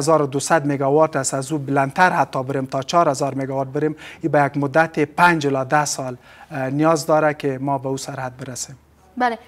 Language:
Persian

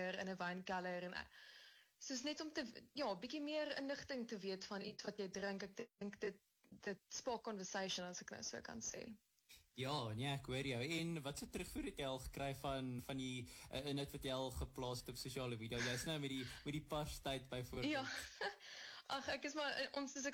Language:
Afrikaans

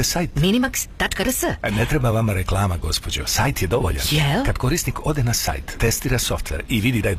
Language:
Serbian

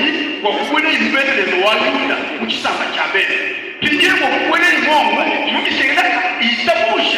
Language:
Luba-Lulua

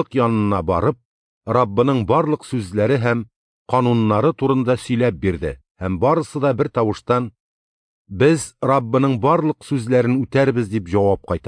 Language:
Tatar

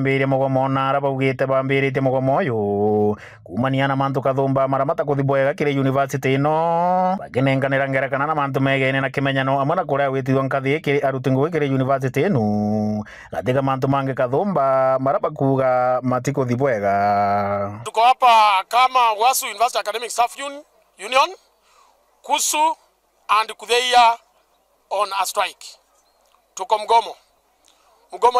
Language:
Meru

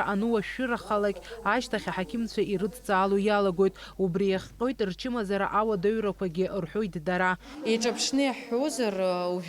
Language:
Abkhazian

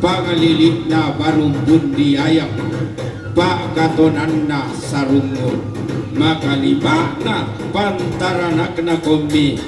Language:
Toraja-Sa'dan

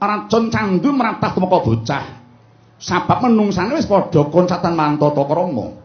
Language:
Javanese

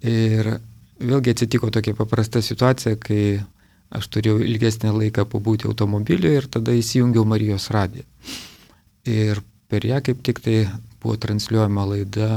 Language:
Lithuanian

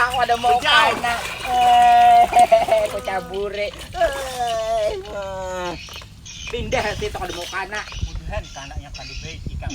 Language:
Banjar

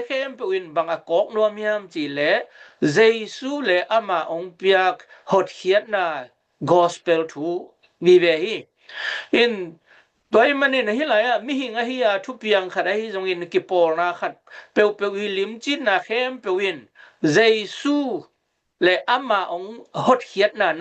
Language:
Tedim Chin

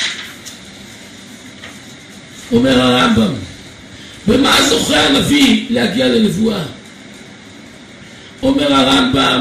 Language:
Hebrew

